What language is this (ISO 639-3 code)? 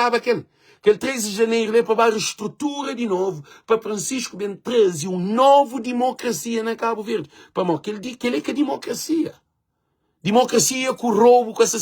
kea